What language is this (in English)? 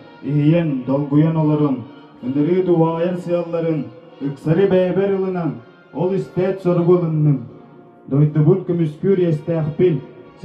Yakut